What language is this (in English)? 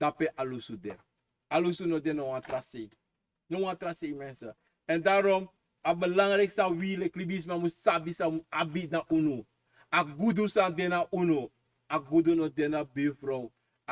Sranan Tongo